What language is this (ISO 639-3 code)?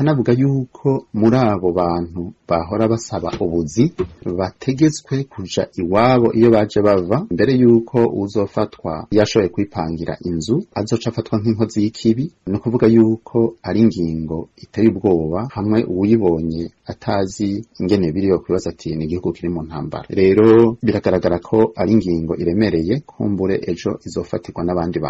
run